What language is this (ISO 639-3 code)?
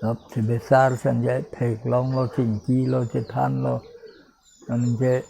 mjw